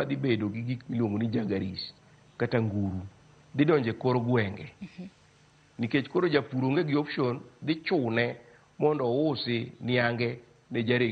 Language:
Luo (Kenya and Tanzania)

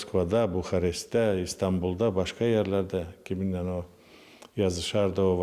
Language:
Gagauz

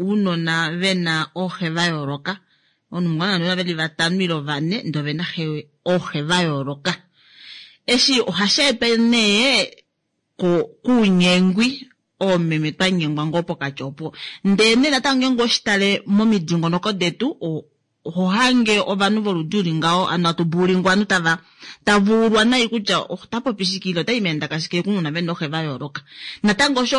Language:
Kuanyama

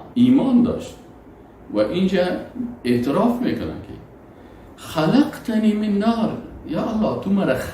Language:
Persian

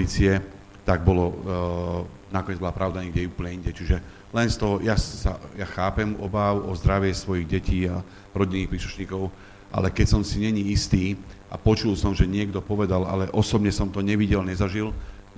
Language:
Slovak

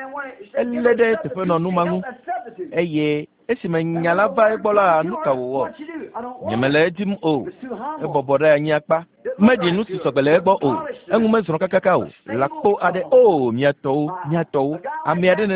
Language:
Ewe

